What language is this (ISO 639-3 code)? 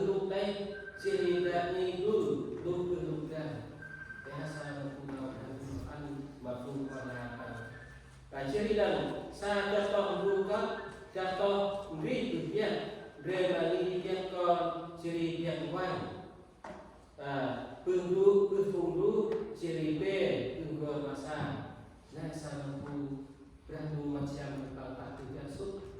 cmo